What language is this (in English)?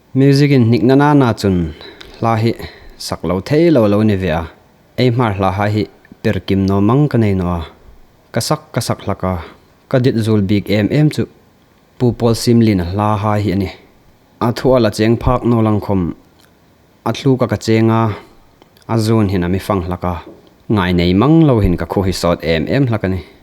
Hmar